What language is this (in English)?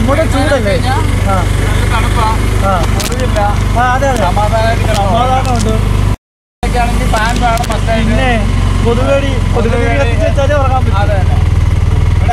Malayalam